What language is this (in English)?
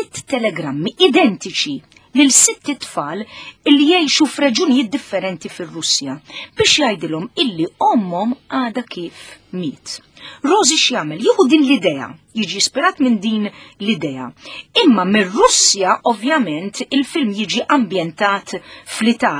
Maltese